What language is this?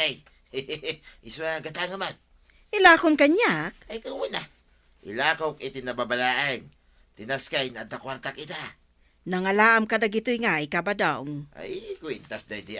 Iloko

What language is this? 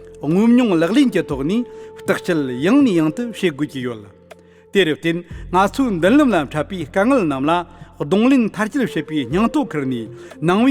Tibetan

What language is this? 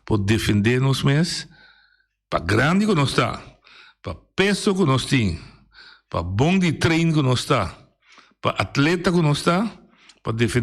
Papiamento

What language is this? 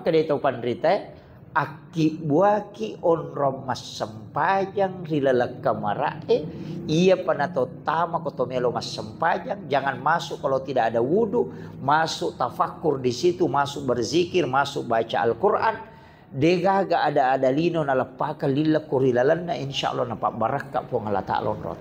Buginese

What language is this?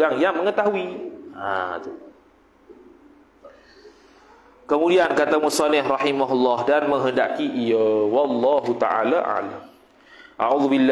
Malay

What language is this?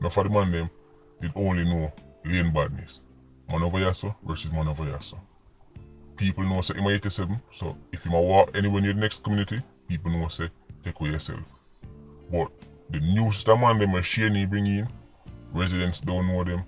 Jamaican Creole English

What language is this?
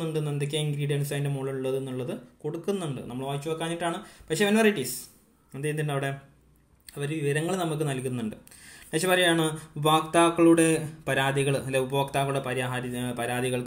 Malayalam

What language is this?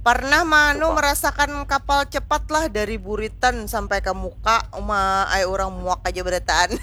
Banjar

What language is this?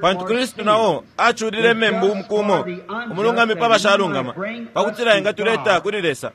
Bemba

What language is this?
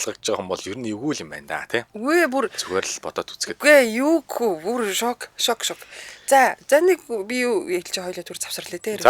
Mongolian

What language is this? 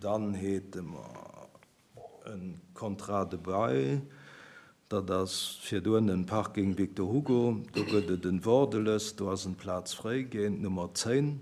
Luxembourgish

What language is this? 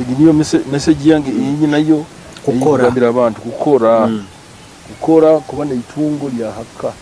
Nyoro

